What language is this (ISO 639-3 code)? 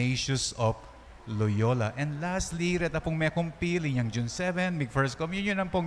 pam